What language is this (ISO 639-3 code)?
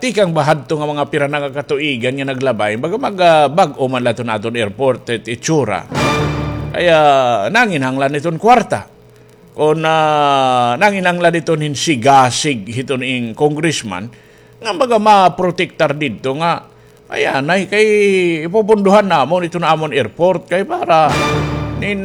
war